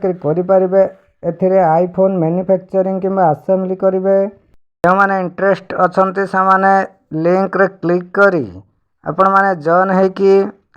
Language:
Odia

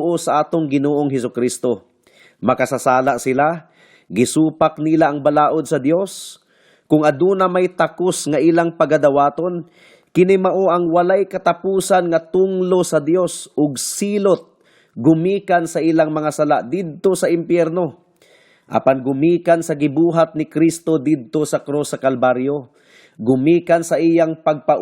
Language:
Cebuano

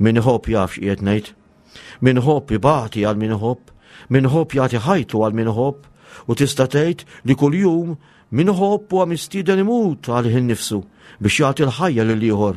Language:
Maltese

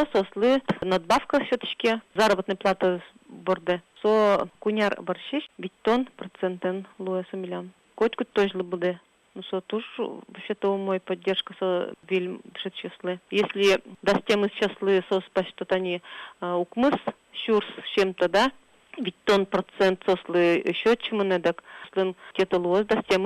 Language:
Udmurt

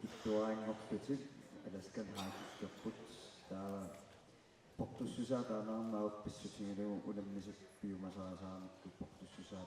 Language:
Kalaallisut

